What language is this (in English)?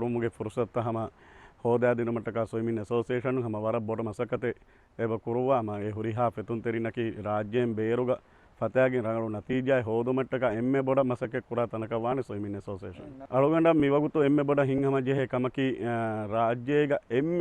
Divehi